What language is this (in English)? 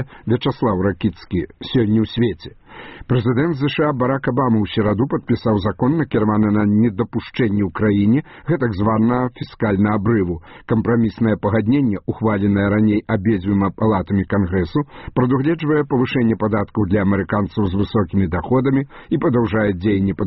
Belarusian